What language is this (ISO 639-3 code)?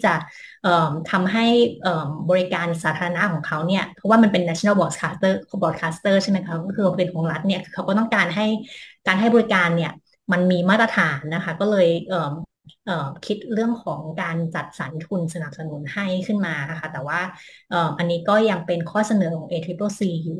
tha